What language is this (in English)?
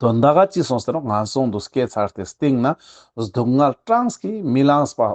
Ladakhi